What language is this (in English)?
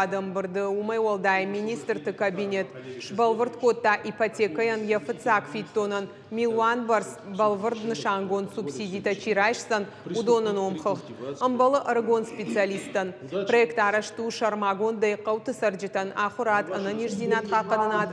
Ossetic